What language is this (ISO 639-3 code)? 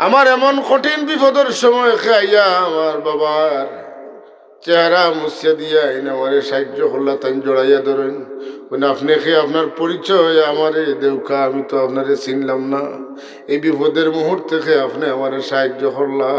syl